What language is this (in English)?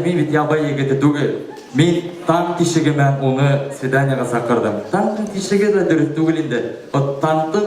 Bashkir